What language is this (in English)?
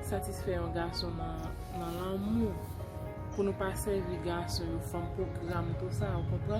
Haitian Creole